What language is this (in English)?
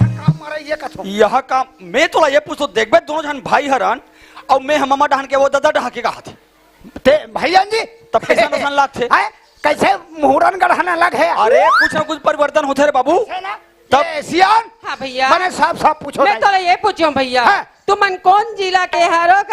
Chhattisgarhi